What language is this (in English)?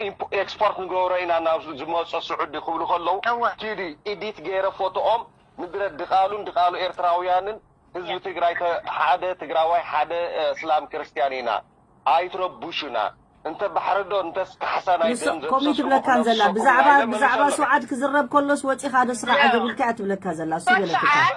Tigrinya